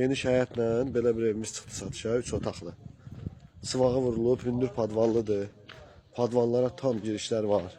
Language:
Azerbaijani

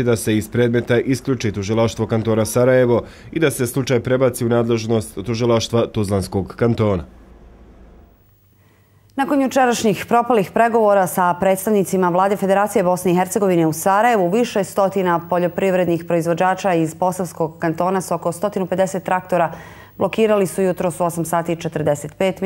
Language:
Bosnian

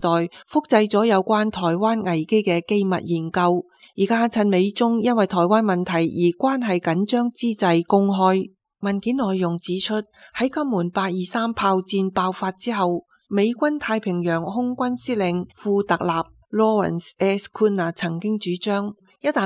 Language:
Cantonese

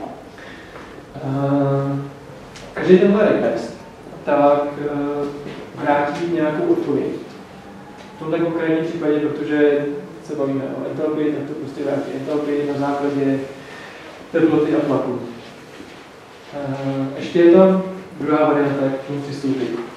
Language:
Czech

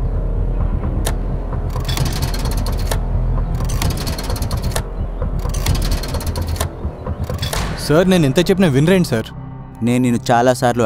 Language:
Telugu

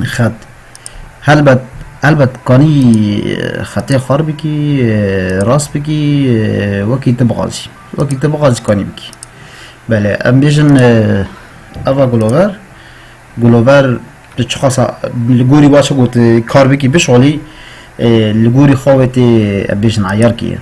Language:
Kurdish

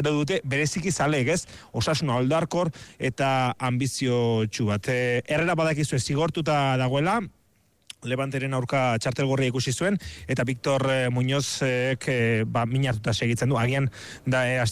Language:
Basque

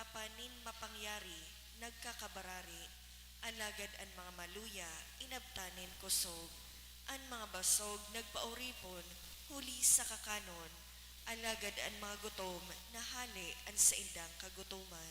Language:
Bikol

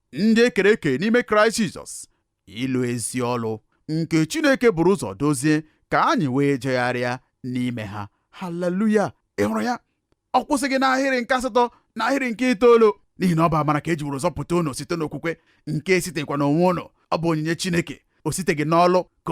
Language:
Igbo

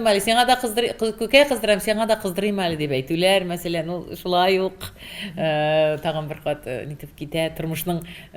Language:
Tatar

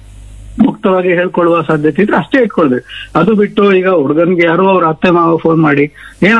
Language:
Kannada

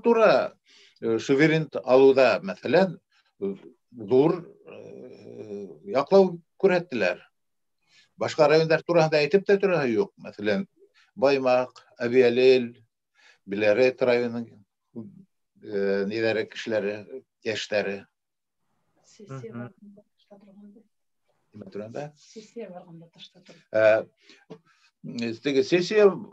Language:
Bashkir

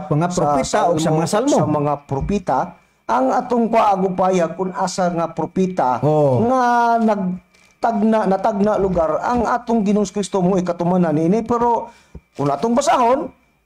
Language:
Cebuano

